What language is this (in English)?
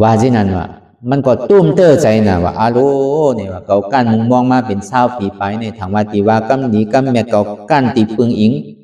Shan